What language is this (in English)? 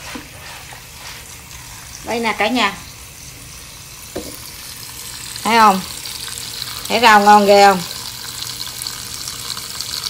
Vietnamese